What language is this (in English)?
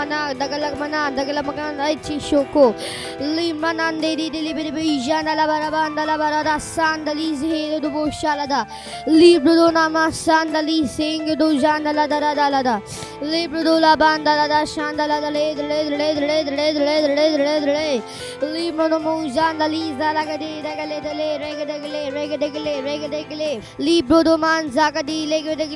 Gujarati